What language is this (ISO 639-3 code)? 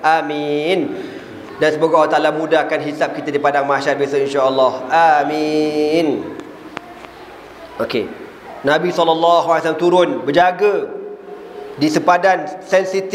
msa